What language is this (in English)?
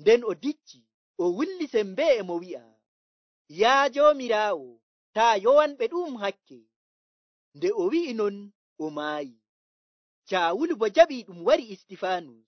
Nigerian Fulfulde